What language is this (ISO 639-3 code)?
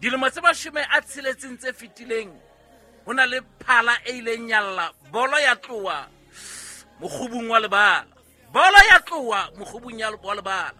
sot